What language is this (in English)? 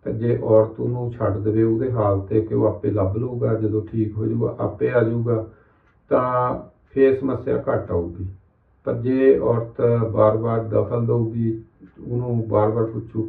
Punjabi